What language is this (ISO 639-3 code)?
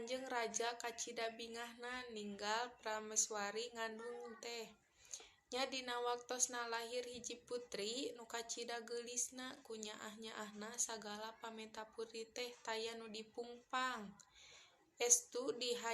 sun